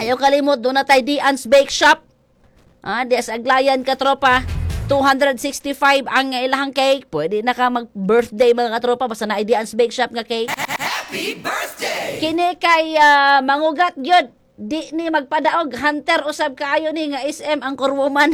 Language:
Cebuano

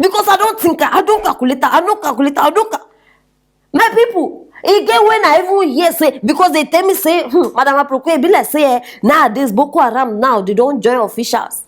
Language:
Nigerian Pidgin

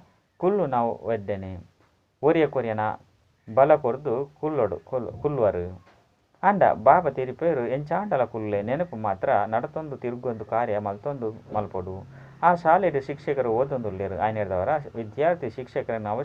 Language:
Tulu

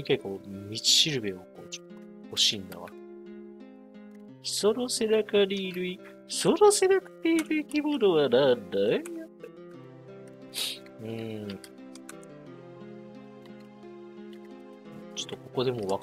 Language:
Japanese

